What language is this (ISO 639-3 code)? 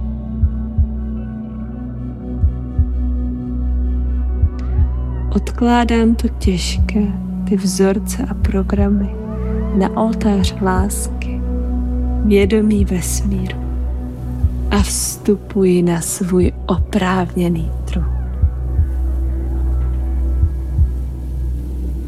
ces